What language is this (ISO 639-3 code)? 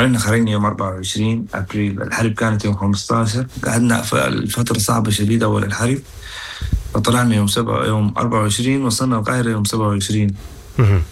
apd